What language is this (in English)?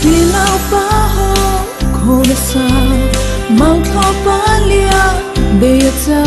Mara Chin